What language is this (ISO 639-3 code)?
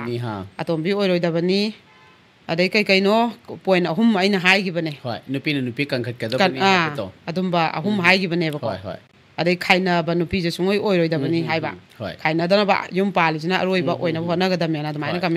mni